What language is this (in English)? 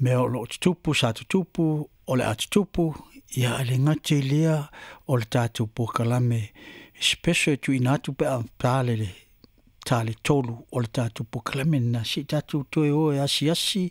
Samoan